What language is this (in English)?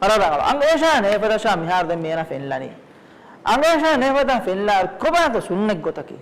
Divehi